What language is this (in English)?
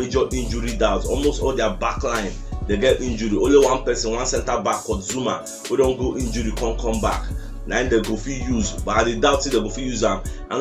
Nigerian Pidgin